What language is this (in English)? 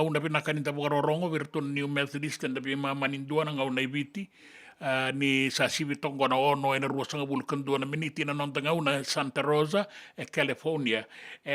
Fijian